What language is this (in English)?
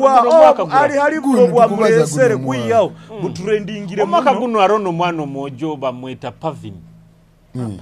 Nyoro